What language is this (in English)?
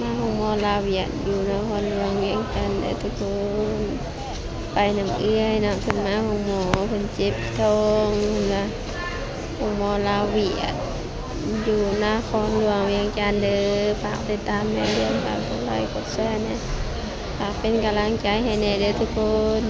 Lao